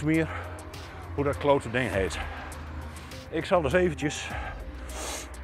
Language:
Dutch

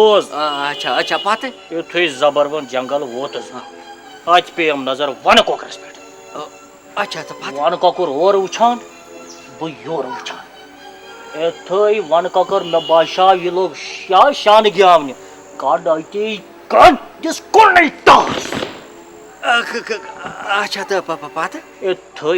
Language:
Kashmiri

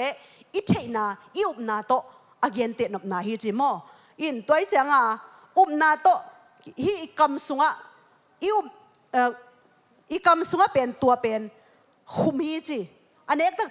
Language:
Tedim Chin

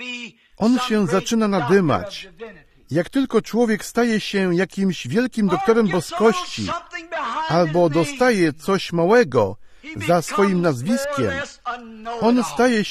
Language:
Polish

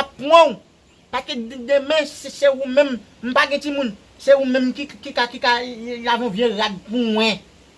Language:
Haitian Creole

